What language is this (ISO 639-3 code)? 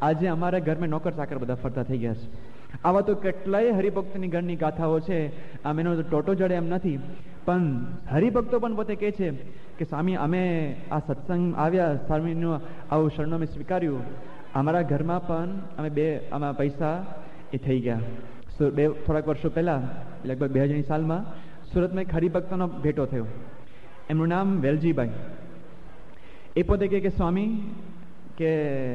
guj